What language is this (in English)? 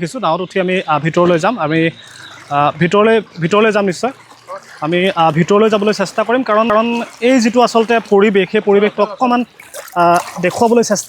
Assamese